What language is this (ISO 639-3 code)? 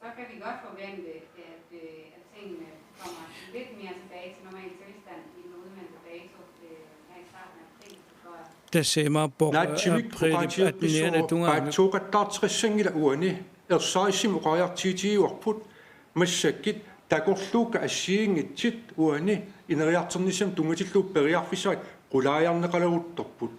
kal